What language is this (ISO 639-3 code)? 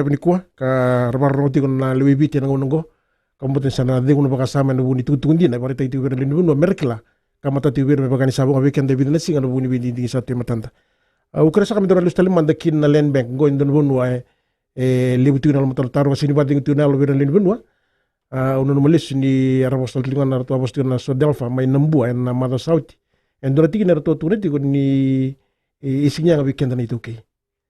fij